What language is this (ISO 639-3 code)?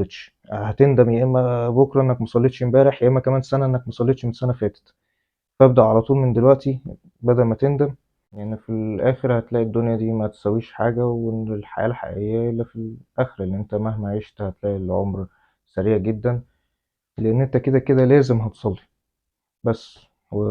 arz